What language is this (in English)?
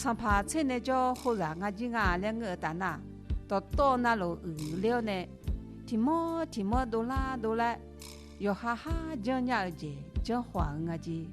Akha